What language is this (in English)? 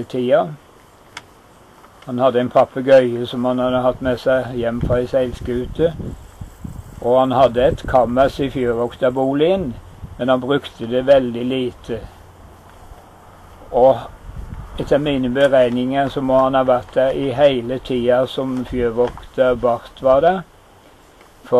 Norwegian